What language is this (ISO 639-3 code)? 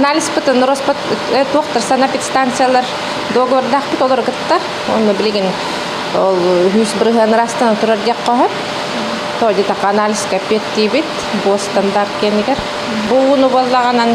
sah